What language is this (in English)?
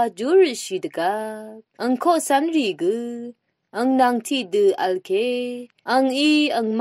Rawang